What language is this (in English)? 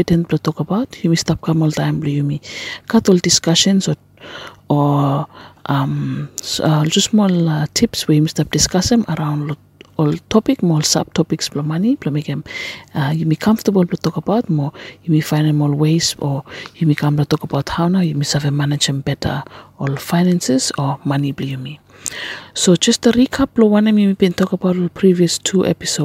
Bislama